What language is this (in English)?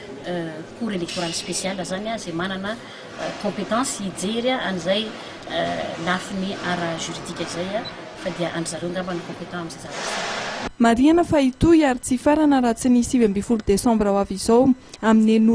Malagasy